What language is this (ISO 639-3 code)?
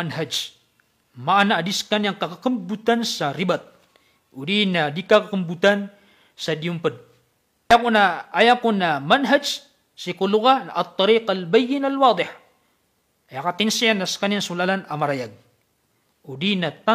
mrw